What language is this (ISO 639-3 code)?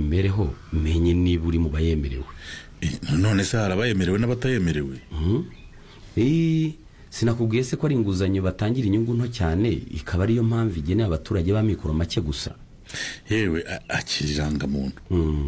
kin